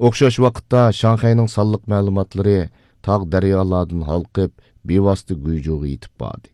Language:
Uyghur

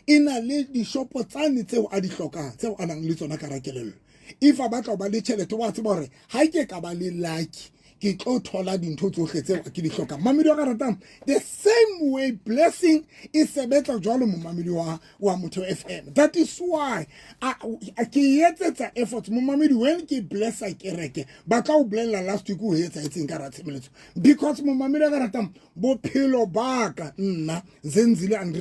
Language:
Southern Sotho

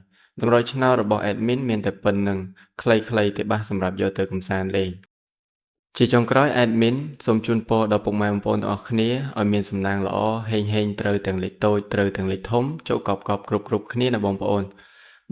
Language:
Khmer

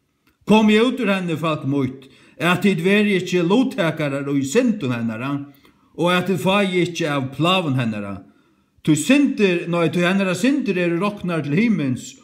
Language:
Faroese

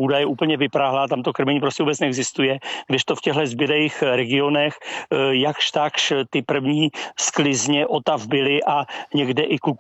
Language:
Czech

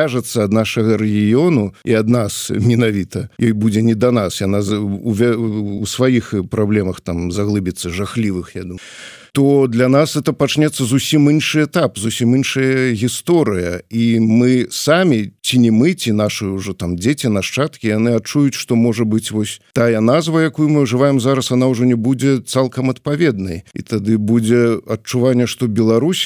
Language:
Belarusian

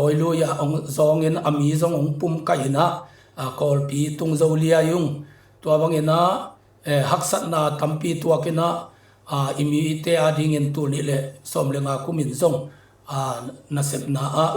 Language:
Tedim Chin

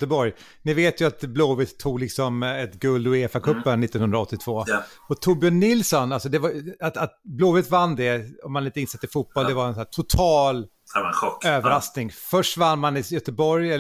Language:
Swedish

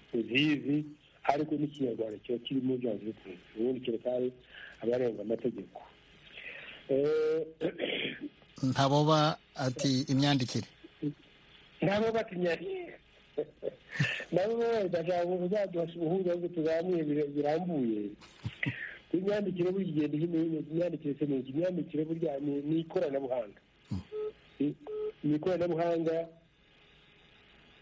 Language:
Kinyarwanda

